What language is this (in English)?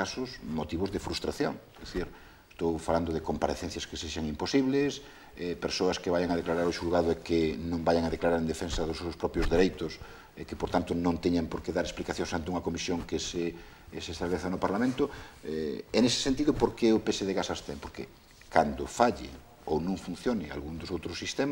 Galician